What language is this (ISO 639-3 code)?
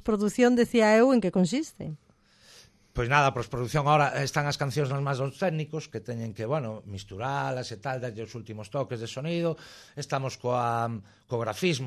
glg